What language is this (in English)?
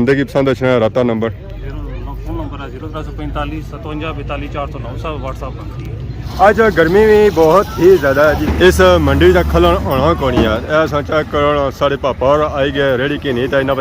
Pahari-Potwari